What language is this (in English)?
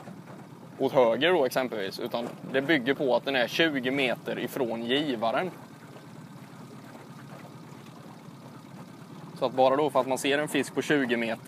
Swedish